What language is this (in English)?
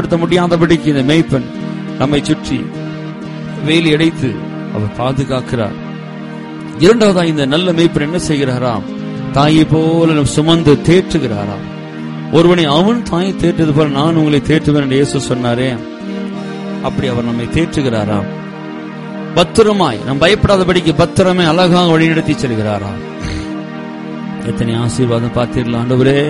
Tamil